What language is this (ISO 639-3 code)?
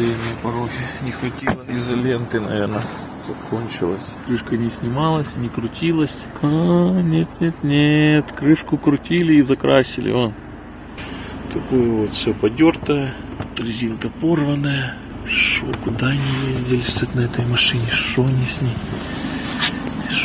rus